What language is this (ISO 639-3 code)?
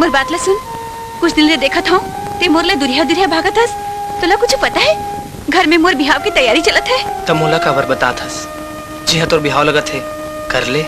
hne